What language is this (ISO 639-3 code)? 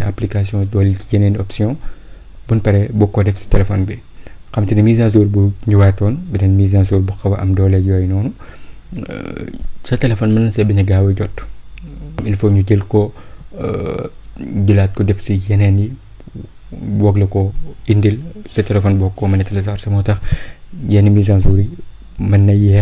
wol